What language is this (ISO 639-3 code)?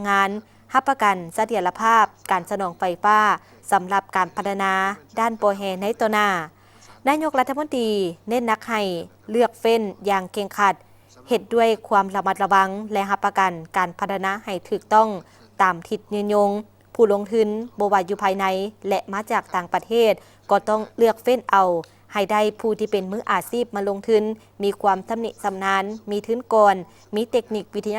lao